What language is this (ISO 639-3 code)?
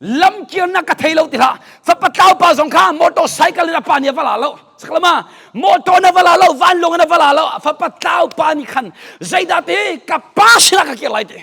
cnh